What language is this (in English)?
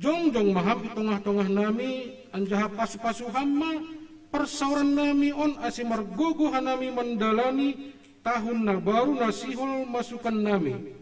Batak Simalungun